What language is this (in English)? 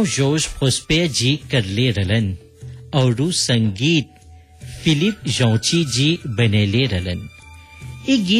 Bhojpuri